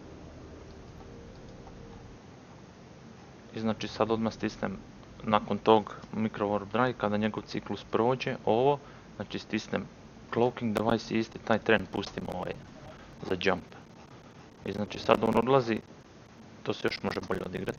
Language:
Croatian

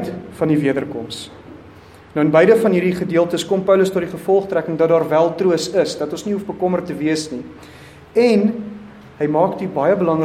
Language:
Afrikaans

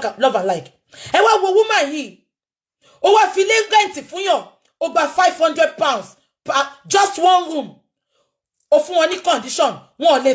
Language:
Yoruba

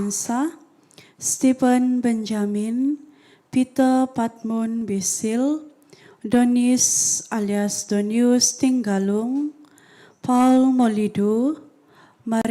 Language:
Central Dusun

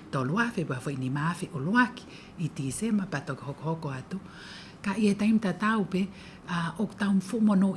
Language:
Tongan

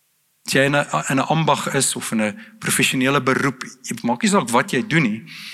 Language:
Afrikaans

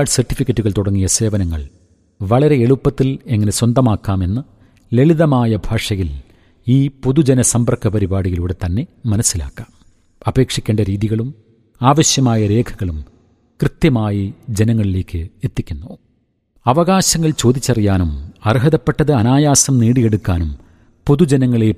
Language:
Malayalam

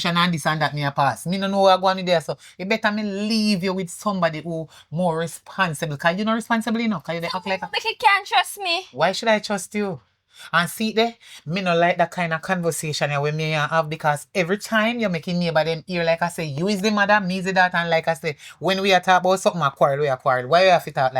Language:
Jamaican Creole English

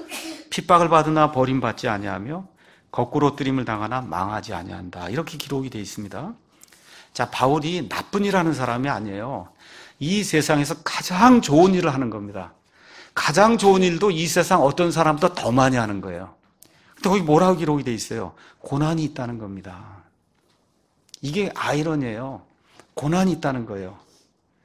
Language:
Korean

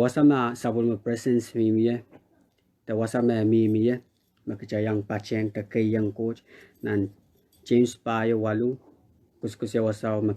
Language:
Pohnpeian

